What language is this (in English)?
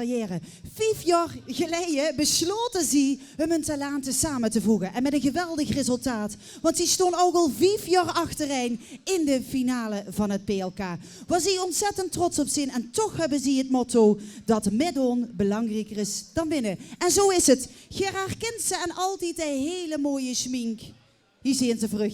Limburgish